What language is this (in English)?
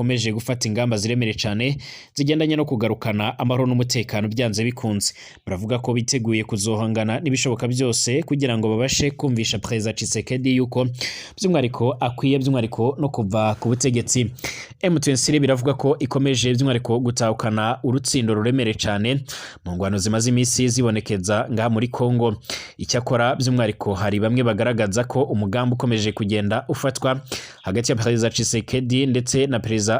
Rundi